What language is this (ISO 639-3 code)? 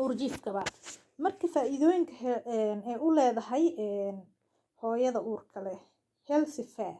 som